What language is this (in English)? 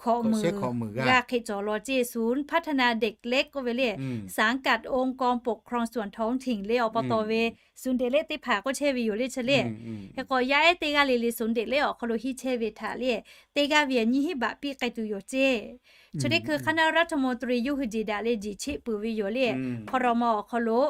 Lahu